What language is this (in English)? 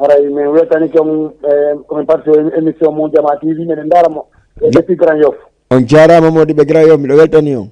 Fula